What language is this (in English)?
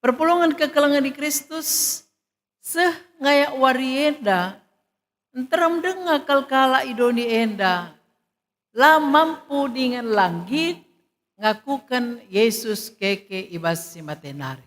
Batak Karo